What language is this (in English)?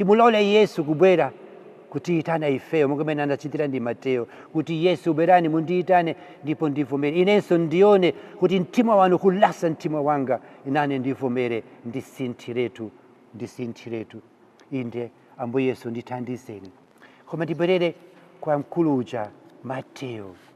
Nyanja